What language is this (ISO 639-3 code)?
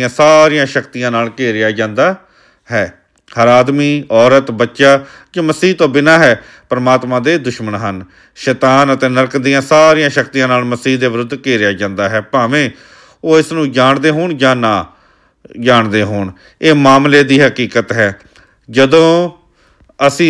pan